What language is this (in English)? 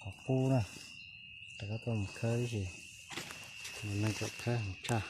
Hmong